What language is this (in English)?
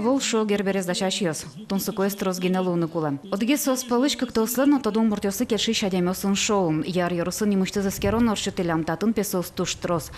Udmurt